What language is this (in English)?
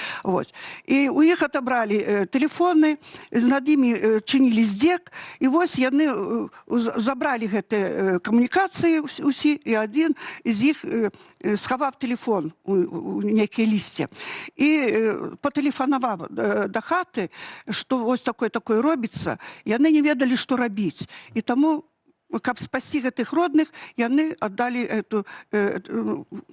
Belarusian